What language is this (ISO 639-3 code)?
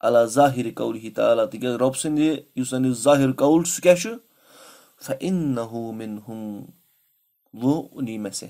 kas